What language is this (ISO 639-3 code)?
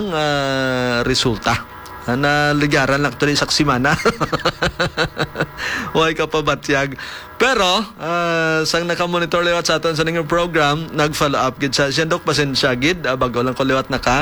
hil